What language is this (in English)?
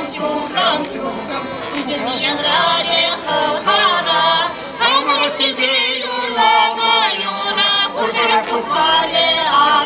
Chuvash